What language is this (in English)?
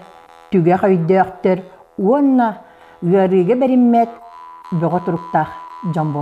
Yakut